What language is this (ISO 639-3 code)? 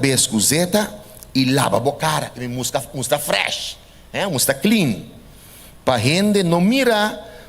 pap